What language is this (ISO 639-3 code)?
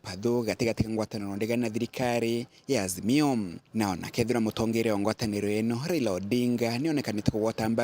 mer